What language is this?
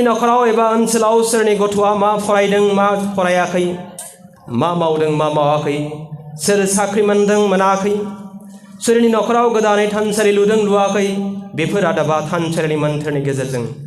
Bodo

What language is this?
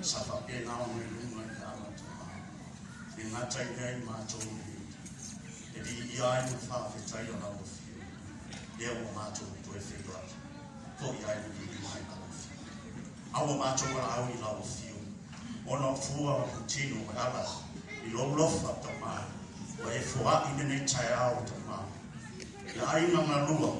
Samoan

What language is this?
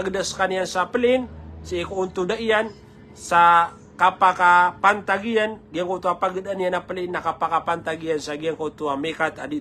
Maranao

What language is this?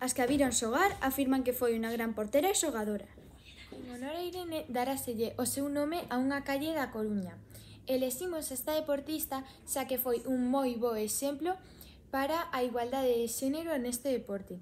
Galician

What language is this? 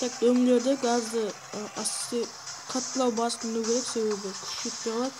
Kara-Kalpak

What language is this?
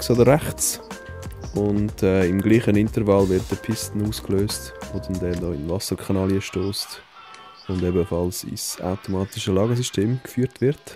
Swiss German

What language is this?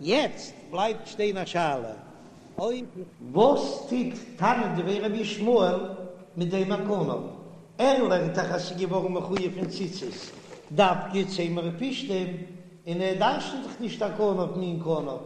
Yiddish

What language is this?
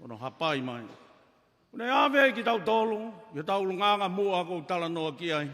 Tongan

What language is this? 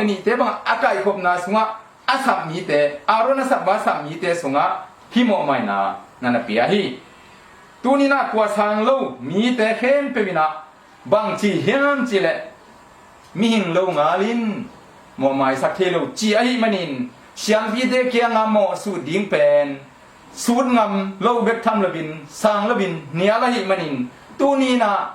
Tedim Chin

